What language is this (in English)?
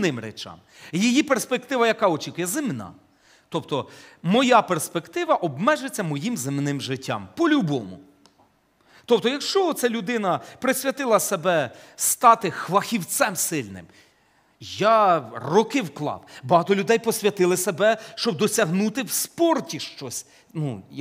Ukrainian